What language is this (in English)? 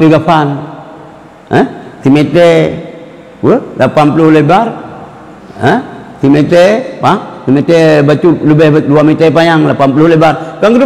Achinese